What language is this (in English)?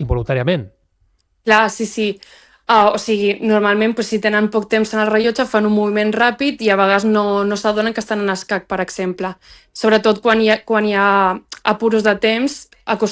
Catalan